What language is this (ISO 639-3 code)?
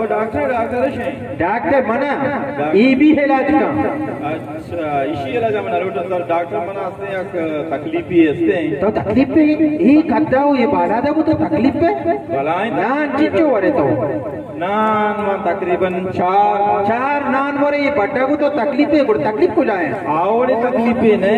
bal